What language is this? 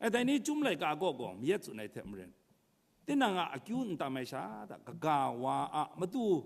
Kachin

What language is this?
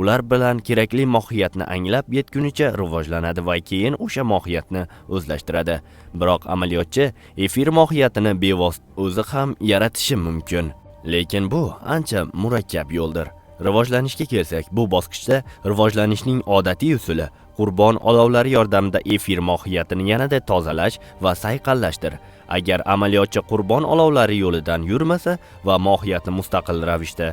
Uzbek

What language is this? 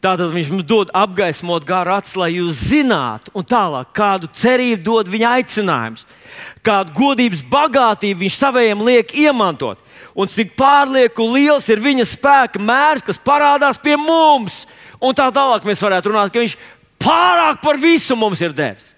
Latvian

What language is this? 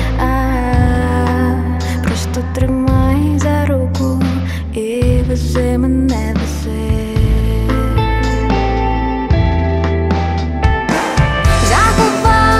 Ukrainian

